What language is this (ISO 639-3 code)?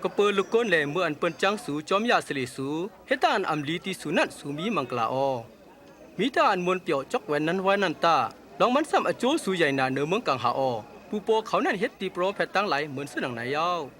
shn